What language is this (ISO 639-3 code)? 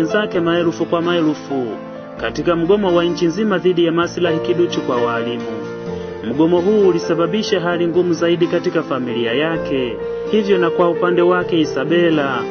swa